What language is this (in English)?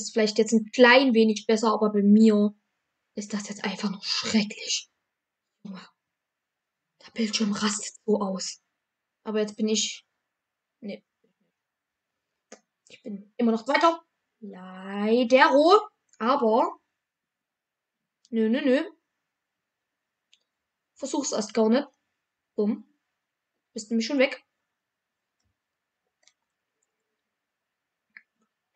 German